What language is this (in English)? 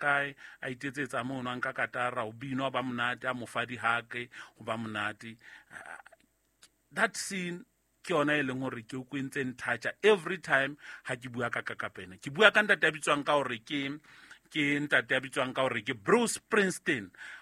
Southern Sotho